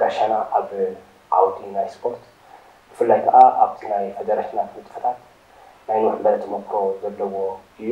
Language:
Tigrinya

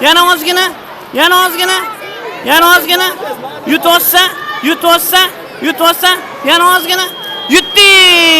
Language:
Uzbek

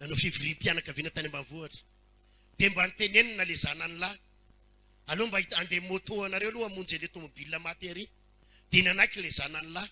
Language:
Malagasy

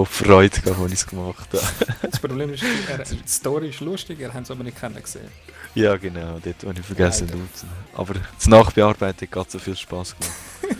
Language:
Swiss German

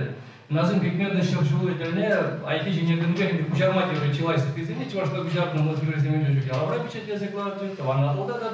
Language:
Chuvash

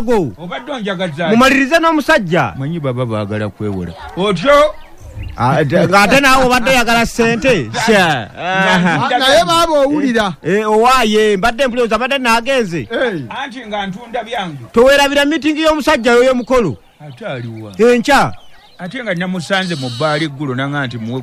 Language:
Ganda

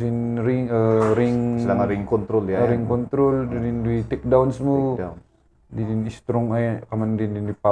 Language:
Kankanaey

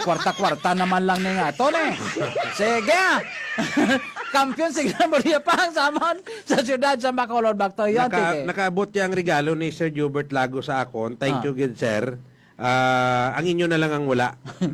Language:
Hiligaynon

